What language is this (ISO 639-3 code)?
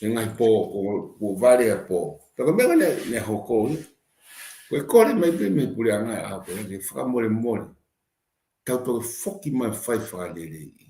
ton